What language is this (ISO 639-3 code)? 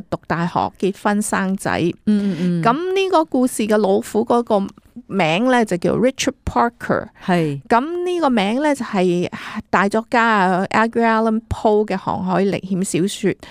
yue